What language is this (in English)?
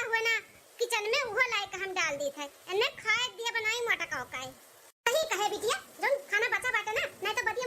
Awadhi